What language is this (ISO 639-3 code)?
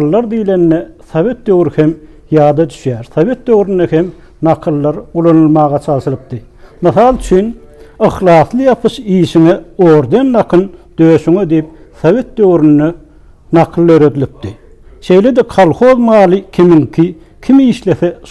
tuk